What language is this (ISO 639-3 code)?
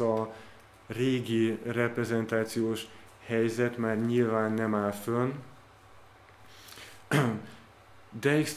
hun